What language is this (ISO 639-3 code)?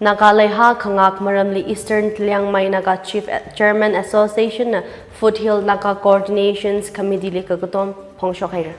nmf